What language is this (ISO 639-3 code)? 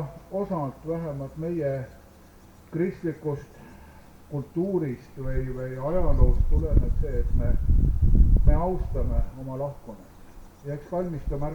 est